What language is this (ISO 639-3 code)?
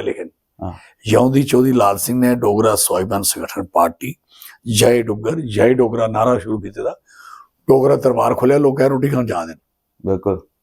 doi